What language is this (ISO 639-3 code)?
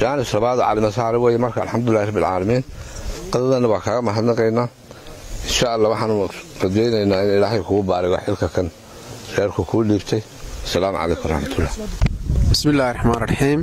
som